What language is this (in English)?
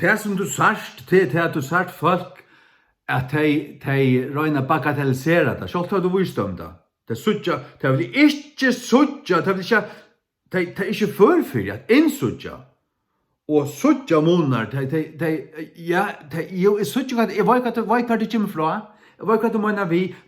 Faroese